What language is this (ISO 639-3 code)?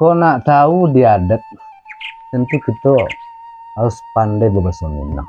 min